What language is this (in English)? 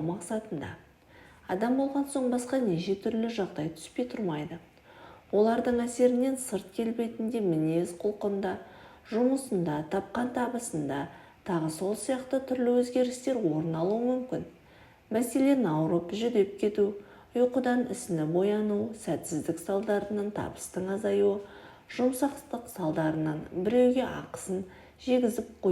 Kazakh